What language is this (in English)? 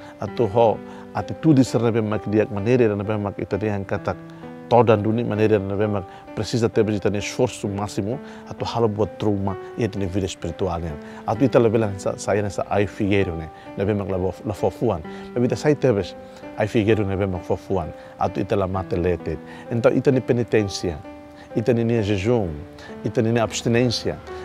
Tetum